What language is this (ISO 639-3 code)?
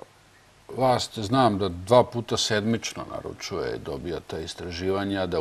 srp